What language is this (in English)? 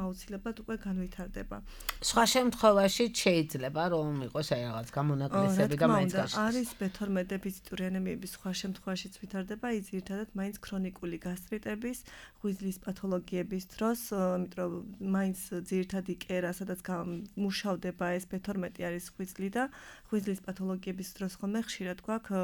Georgian